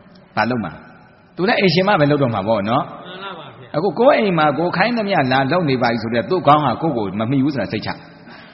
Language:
Burmese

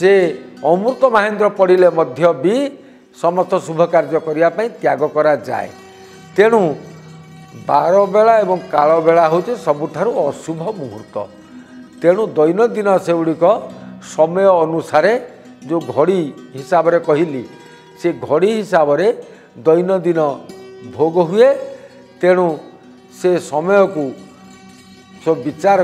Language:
Odia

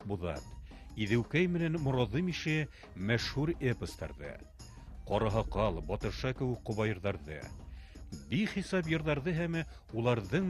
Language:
Bashkir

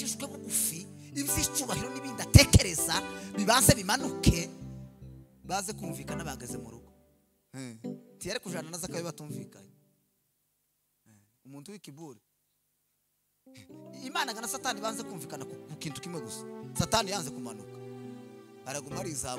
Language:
Kinyarwanda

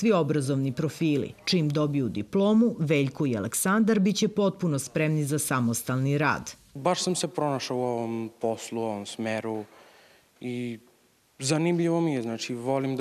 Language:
Serbian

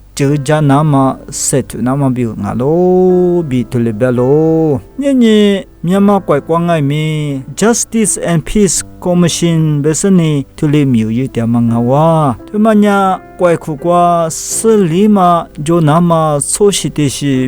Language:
Lisu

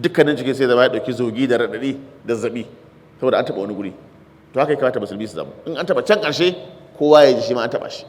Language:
Hausa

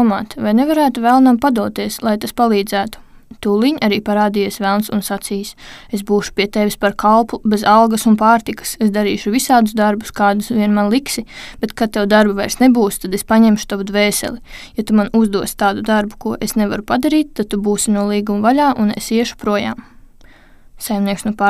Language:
Latvian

